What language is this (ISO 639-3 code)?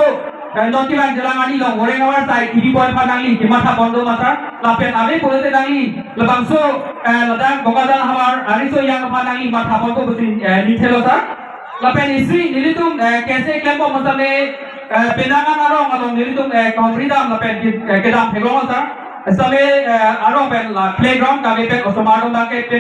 mjw